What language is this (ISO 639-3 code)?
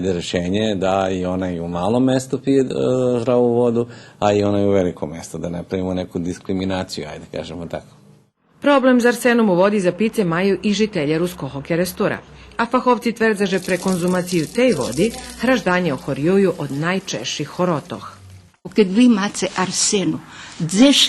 rue